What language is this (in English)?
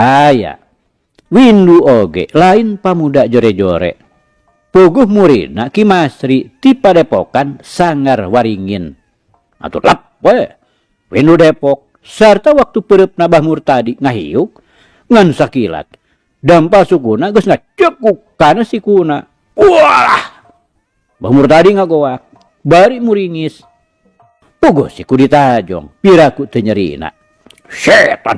Sundanese